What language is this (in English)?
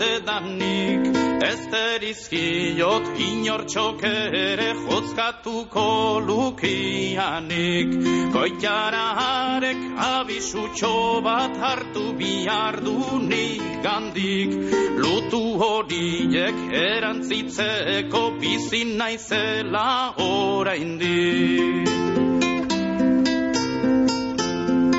Basque